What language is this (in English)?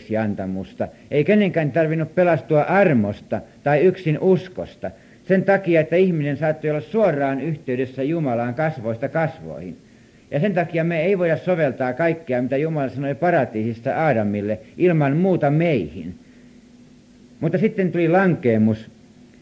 Finnish